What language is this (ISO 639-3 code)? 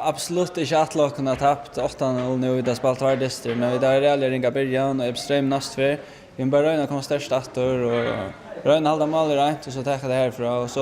fao